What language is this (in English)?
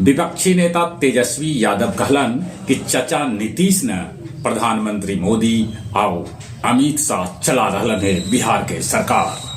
Magahi